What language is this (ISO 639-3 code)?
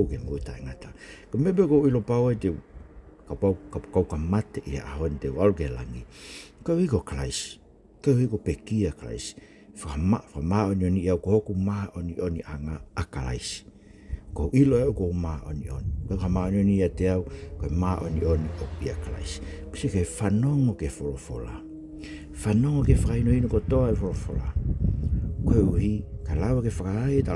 ton